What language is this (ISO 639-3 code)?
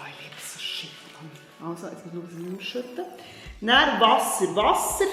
gsw